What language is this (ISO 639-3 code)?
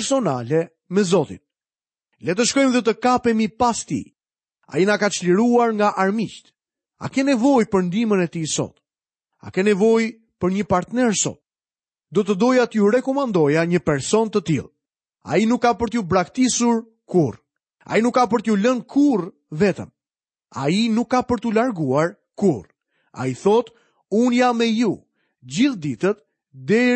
sqi